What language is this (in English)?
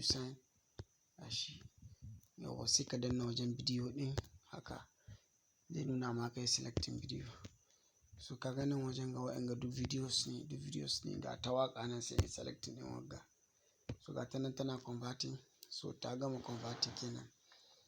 Hausa